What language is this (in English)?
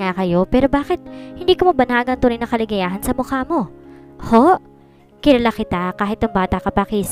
Filipino